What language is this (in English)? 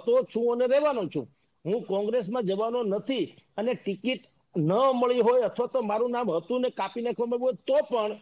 Gujarati